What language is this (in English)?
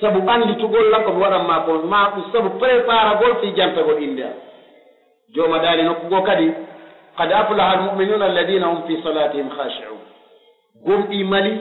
Pular